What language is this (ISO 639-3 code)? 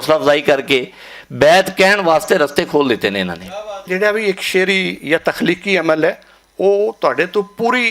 lah